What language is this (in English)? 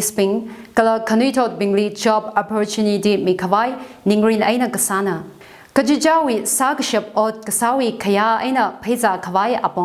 Tangkhul Naga (India)